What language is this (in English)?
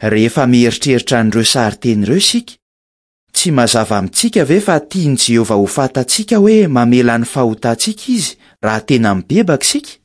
Malagasy